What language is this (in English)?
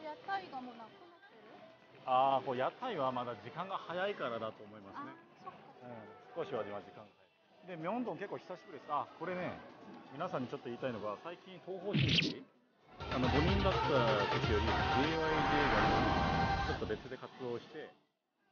Japanese